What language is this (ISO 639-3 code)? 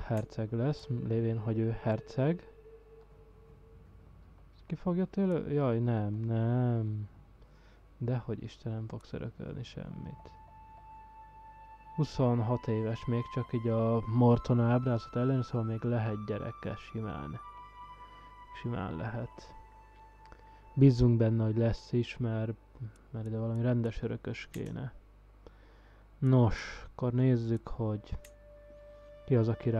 hun